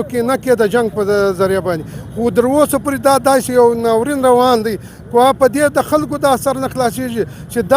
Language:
Pashto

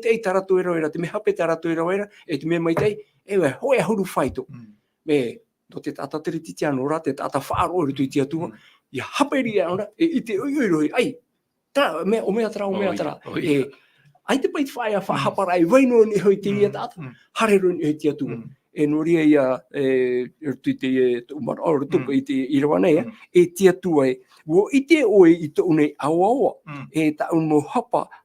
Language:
Tahitian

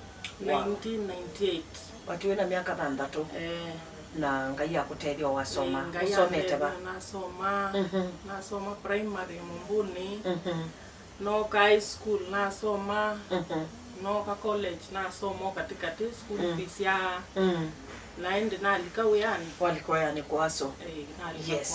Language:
Kamba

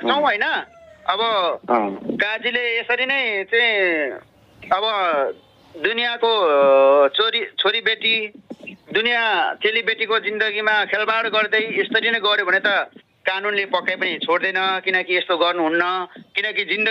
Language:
Nepali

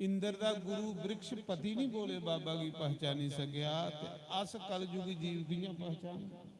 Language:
Dogri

